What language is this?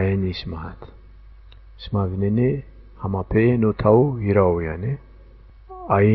Zaza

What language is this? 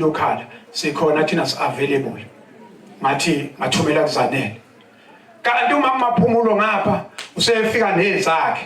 Zulu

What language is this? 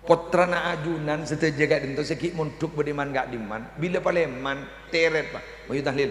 Madurese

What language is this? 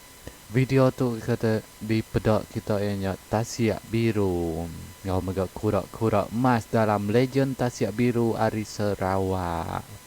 Iban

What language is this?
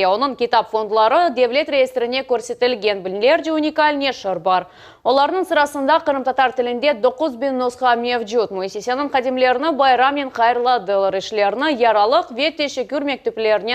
Crimean Tatar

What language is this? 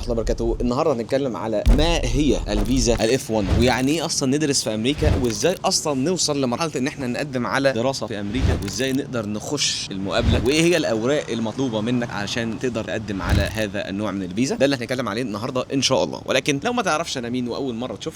Egyptian Arabic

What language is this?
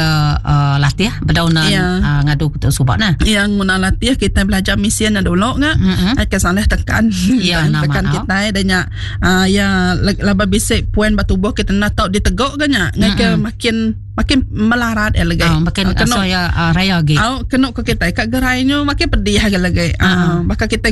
Iban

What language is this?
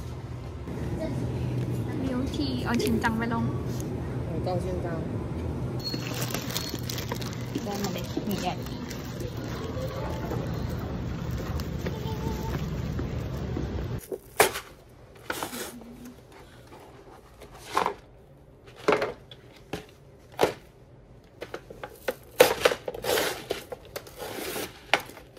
Thai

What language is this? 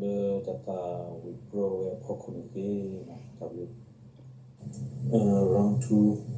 S'gaw Karen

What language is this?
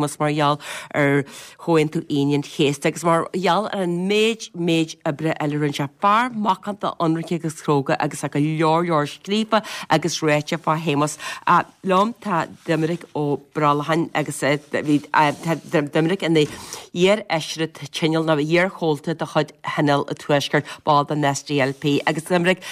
Irish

